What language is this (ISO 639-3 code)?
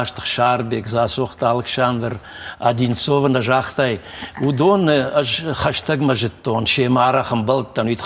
oss